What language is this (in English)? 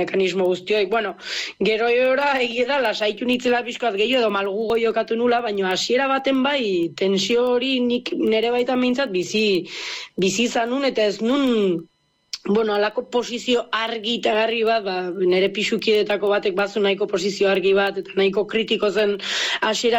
Basque